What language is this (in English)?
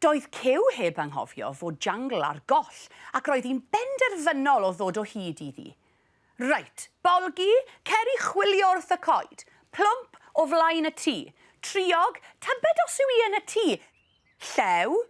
Welsh